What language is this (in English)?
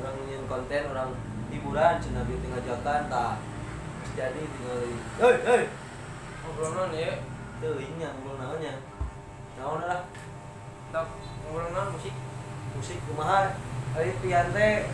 Sundanese